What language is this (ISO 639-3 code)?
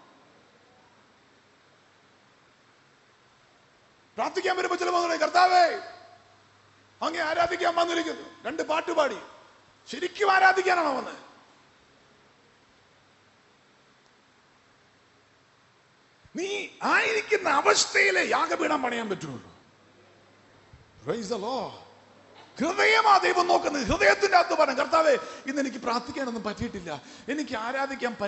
mal